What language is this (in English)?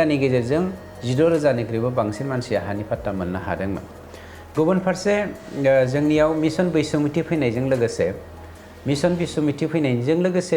Bodo